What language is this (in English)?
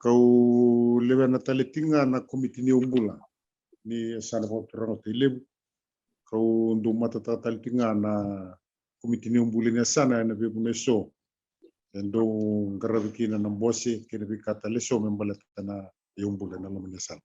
Fijian